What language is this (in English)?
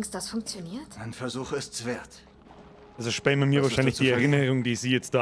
Bavarian